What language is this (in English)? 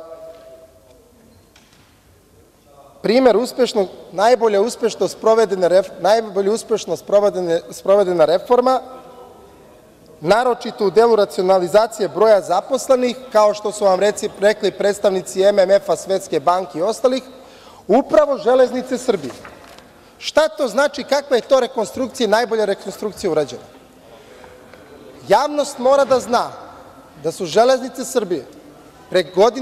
Serbian